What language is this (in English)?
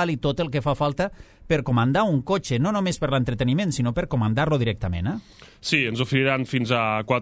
Catalan